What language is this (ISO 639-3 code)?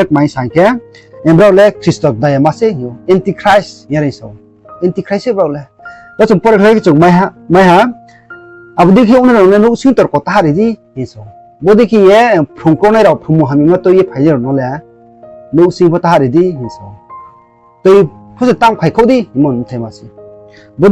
ria